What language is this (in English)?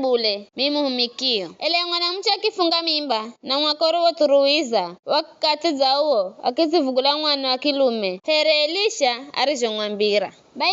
Giryama